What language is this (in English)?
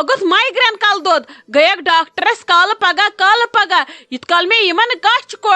Kashmiri